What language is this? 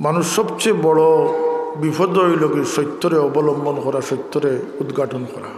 Sylheti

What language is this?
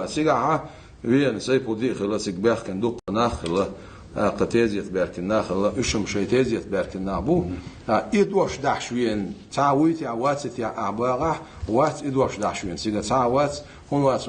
Ingush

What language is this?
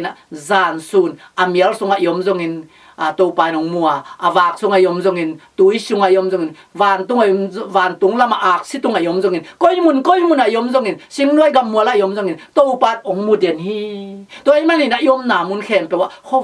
Tedim Chin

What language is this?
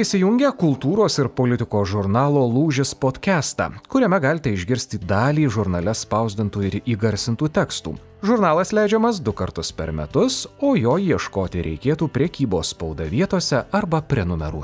Lithuanian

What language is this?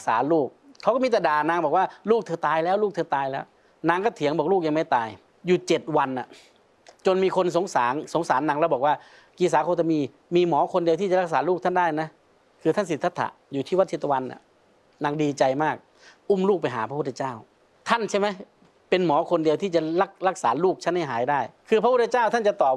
Thai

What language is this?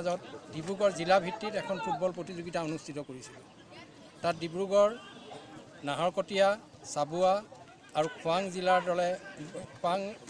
Assamese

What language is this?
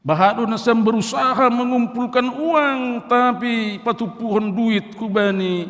Batak Simalungun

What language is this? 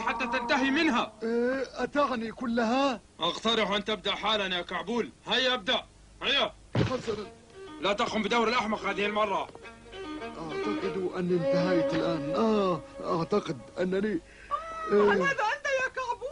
Arabic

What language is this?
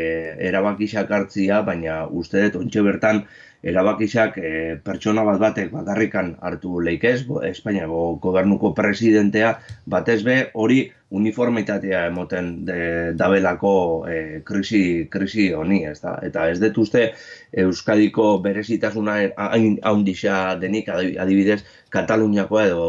Basque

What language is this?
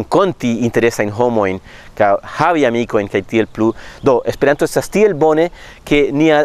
Esperanto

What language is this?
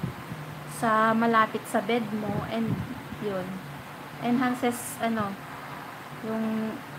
Filipino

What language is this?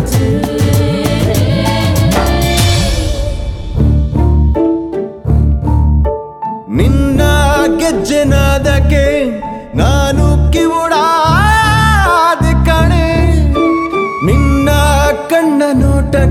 Kannada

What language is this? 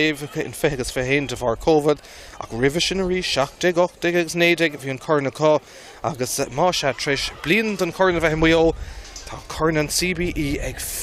Irish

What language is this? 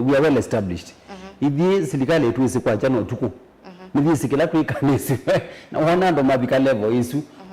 Kamba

